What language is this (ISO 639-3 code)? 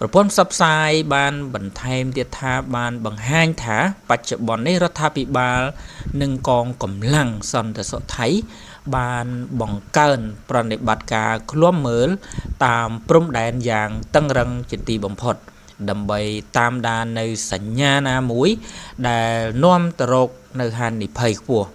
khm